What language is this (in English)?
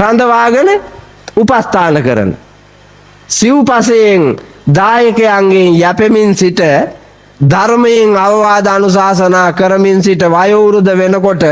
Sinhala